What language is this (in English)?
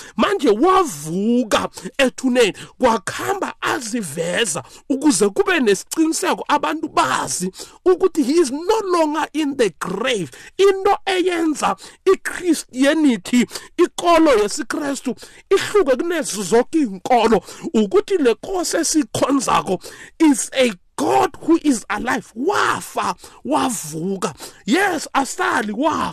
South Ndebele